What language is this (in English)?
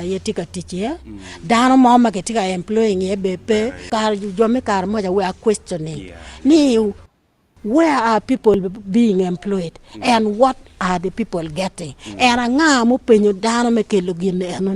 Acoli